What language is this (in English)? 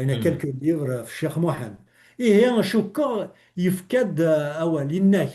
Kabyle